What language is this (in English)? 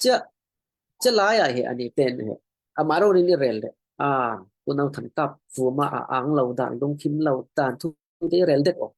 Falam Chin